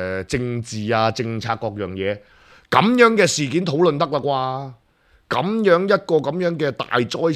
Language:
Cantonese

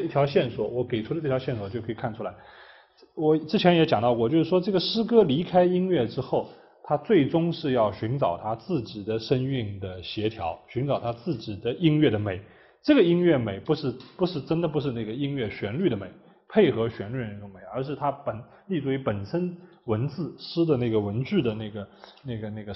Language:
Chinese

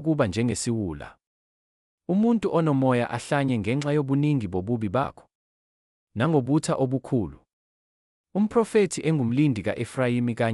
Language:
Zulu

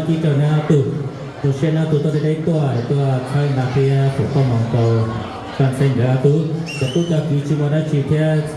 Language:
Hmong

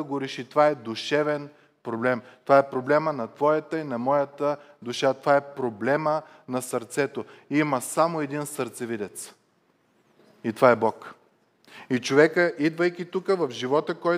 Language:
Bulgarian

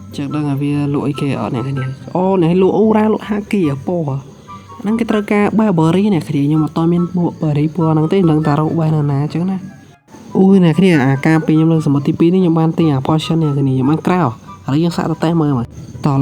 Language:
Khmer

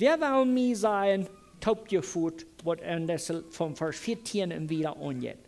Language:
Plautdietsch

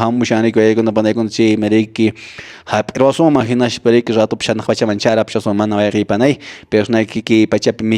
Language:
Quechua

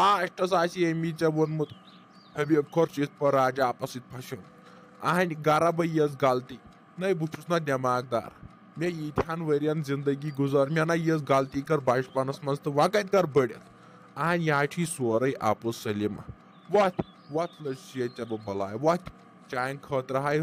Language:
Kashmiri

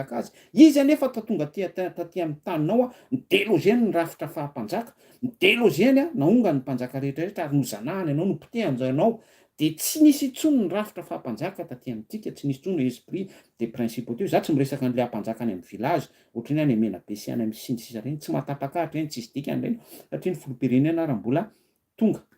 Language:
Malagasy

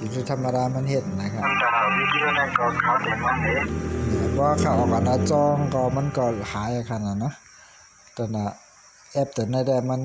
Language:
Shan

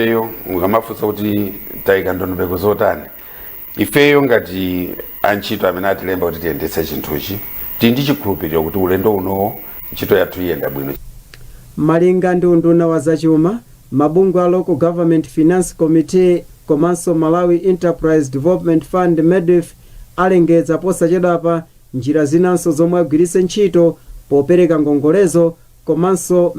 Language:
Nyanja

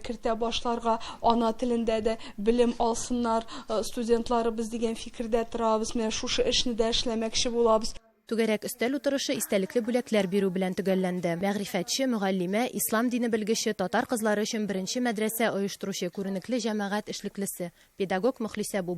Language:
Tatar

